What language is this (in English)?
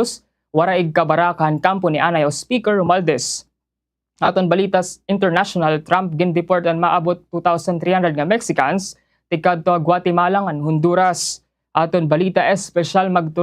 Waray